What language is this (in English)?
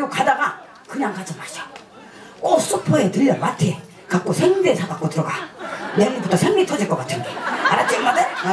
Korean